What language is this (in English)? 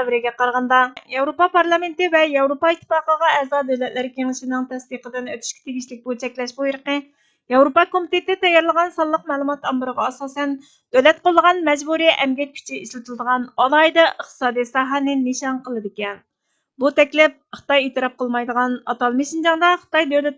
Uyghur